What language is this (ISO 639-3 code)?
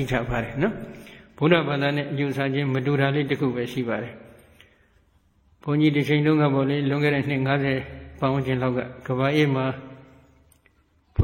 mya